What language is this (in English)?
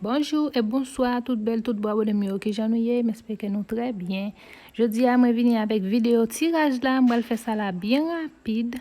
Haitian Creole